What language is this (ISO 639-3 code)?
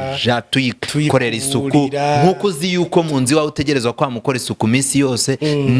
run